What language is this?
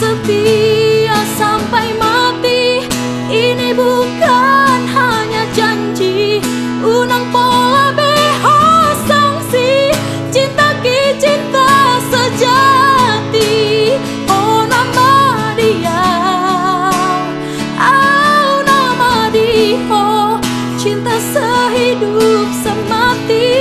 Batak Toba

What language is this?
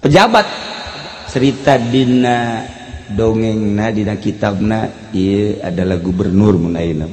Sundanese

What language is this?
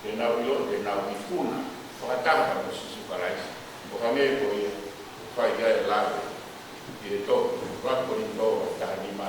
Tongan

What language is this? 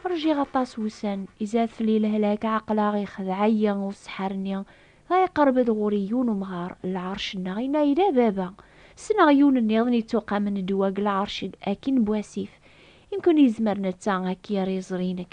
Kabyle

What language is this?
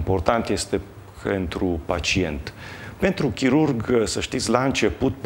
Romanian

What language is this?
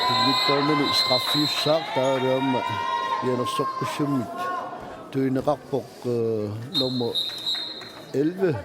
Kalaallisut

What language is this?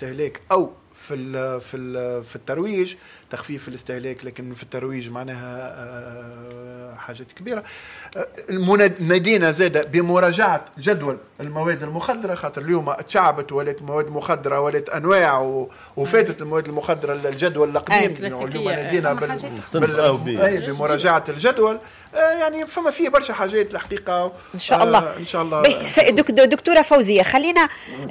Tunisian Arabic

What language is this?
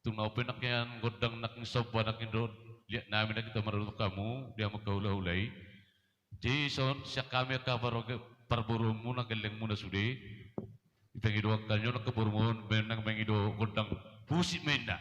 Batak Toba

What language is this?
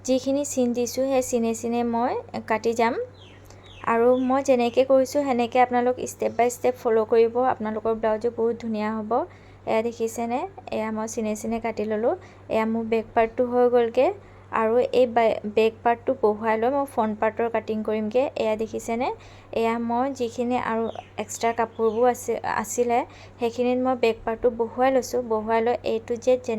Assamese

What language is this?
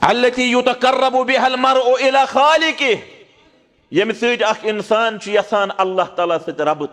Kashmiri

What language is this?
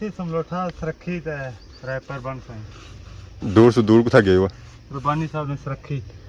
Pahari-Potwari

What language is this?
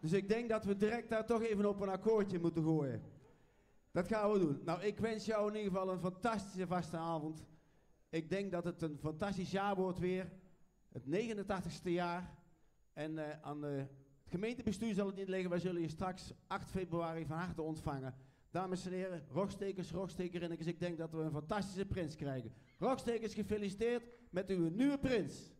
Limburgish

